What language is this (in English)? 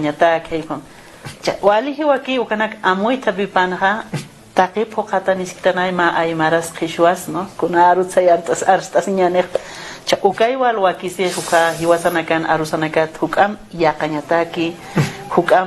Aymara